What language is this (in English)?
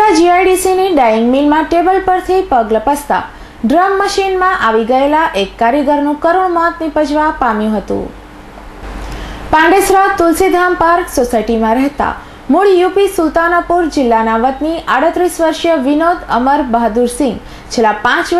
Gujarati